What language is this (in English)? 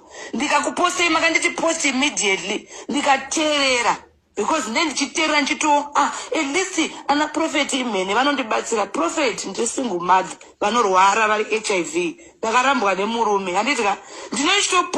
Shona